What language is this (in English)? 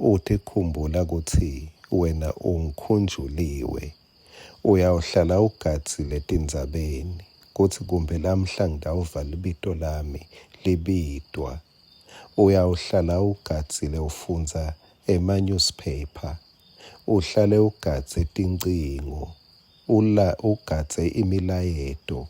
Swati